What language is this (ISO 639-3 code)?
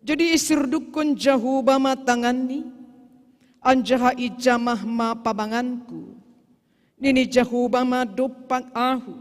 bts